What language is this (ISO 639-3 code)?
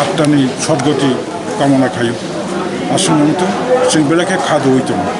trp